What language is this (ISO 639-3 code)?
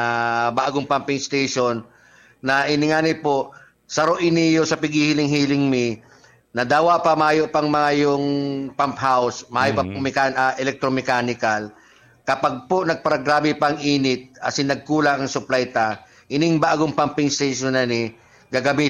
bik